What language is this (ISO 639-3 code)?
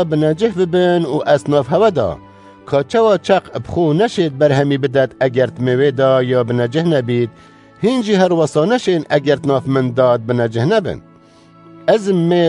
kur